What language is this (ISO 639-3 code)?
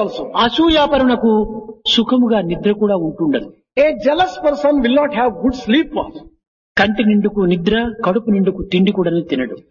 tel